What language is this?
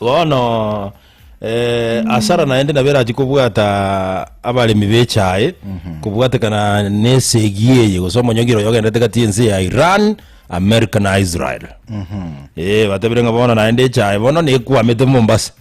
Gusii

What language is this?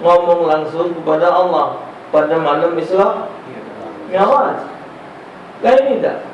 Musi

